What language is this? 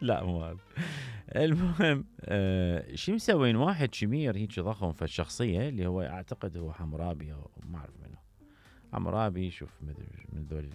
Mesopotamian Arabic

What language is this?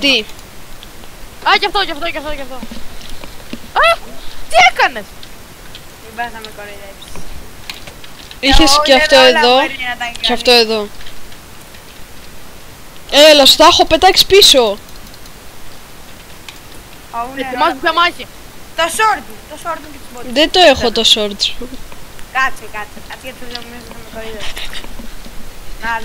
Greek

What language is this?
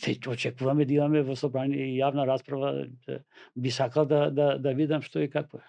Macedonian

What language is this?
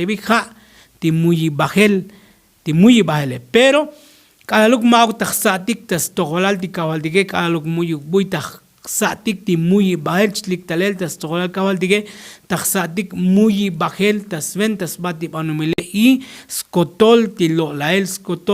Tzotzil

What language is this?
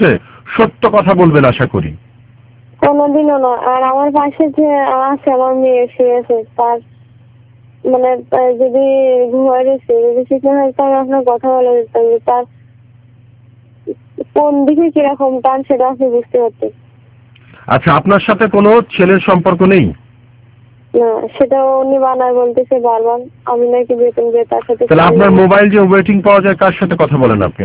Bangla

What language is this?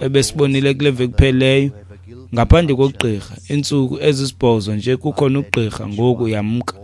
Xhosa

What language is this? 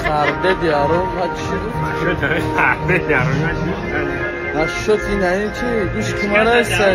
Tajik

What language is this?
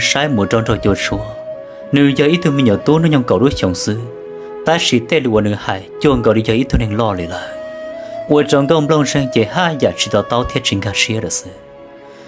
Hmong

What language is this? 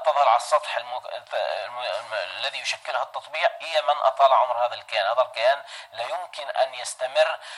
Arabic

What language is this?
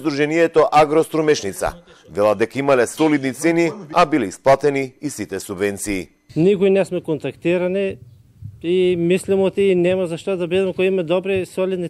Macedonian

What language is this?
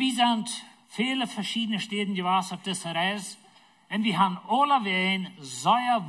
Plautdietsch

